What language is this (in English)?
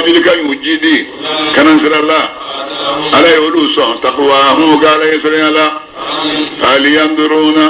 Bambara